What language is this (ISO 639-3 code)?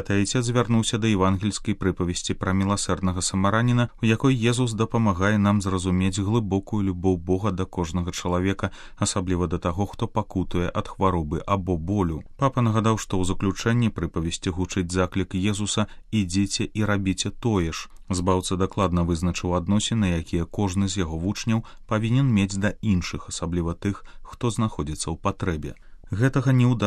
bel